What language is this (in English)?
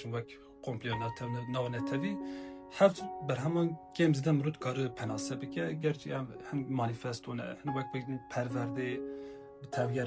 Kurdish